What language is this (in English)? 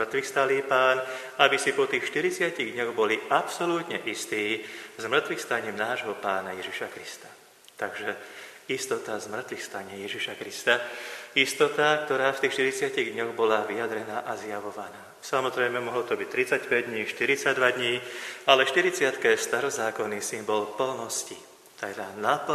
Slovak